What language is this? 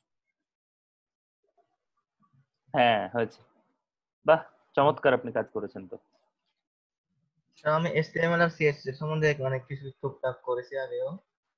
Bangla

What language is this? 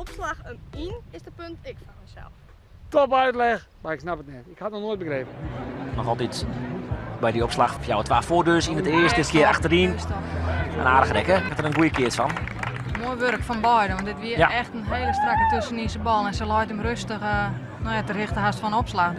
Western Frisian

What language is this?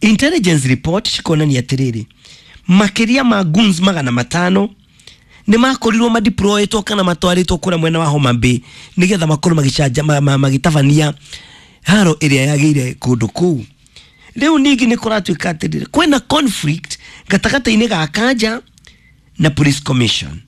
Kikuyu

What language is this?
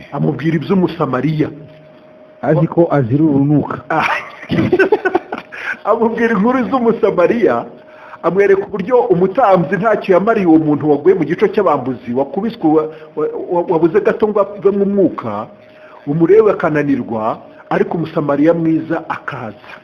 Kinyarwanda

